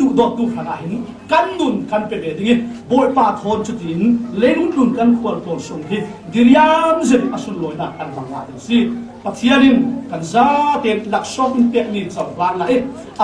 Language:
Falam Chin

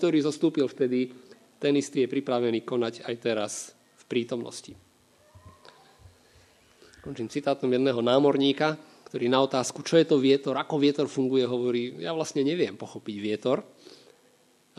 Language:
Slovak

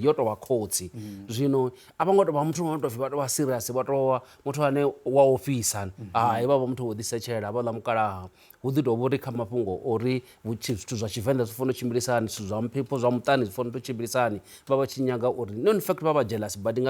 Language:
Venda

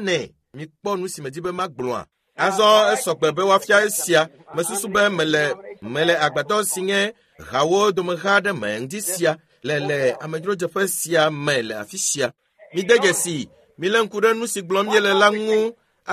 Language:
Ewe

